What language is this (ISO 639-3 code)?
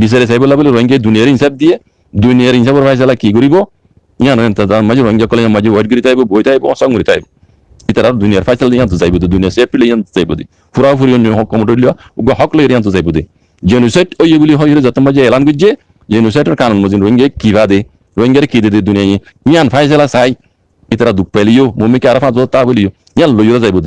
rhg